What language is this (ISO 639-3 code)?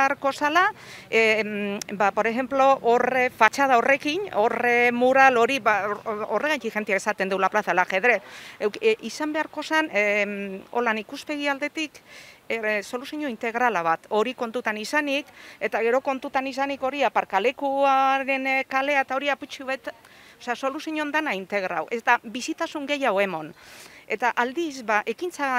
eus